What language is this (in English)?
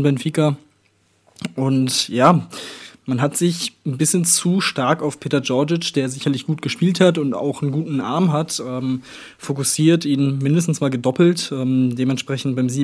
German